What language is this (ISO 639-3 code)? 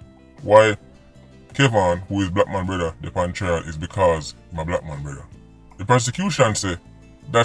jam